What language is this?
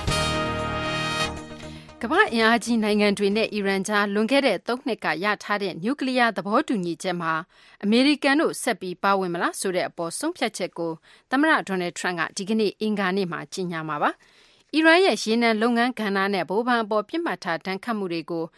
Burmese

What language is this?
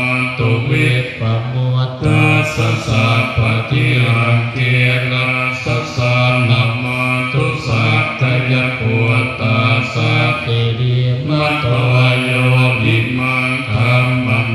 Pali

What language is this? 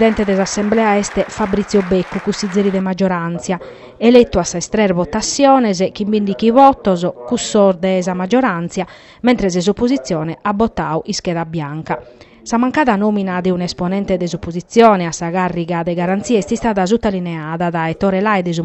Sardinian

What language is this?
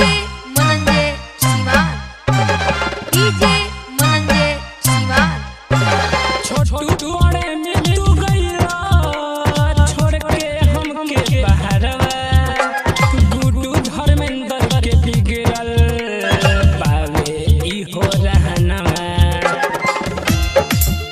Bhojpuri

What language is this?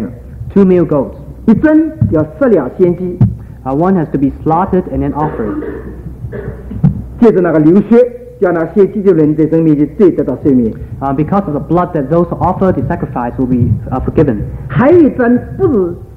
Chinese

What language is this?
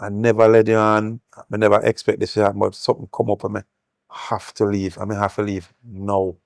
Jamaican Creole English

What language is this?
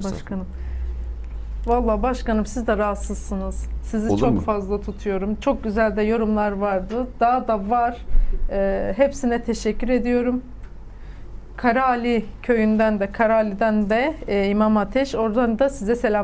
Turkish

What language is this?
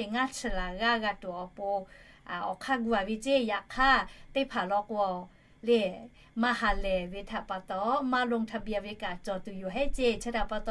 Lahu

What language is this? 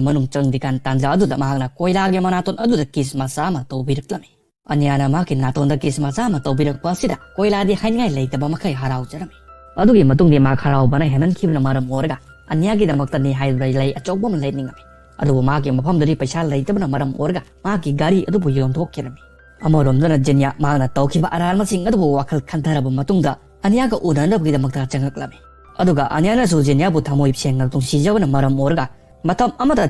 Manipuri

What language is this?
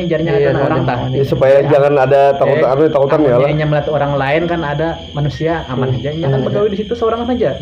Banjar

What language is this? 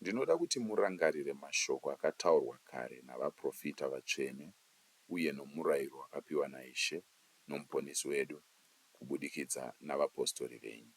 Shona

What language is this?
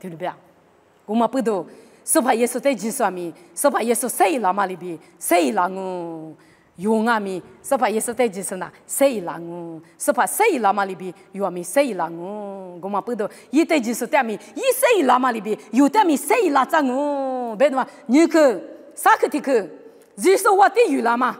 Lisu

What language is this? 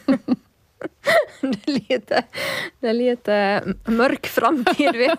Swedish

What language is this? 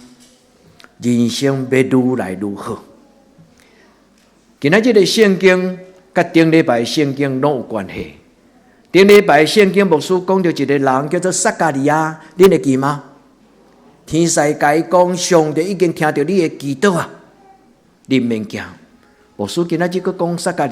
Min Nan Chinese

